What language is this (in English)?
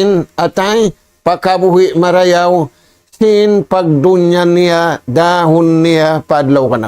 Tausug